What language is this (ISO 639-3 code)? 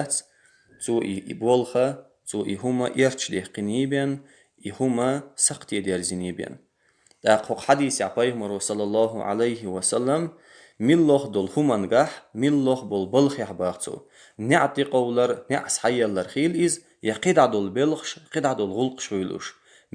che